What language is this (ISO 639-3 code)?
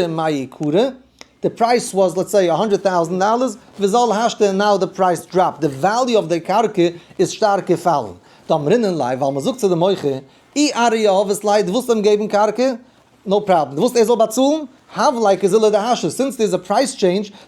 yid